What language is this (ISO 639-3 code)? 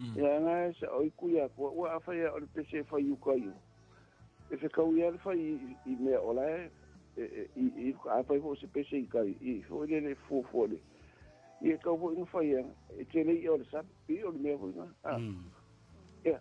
smo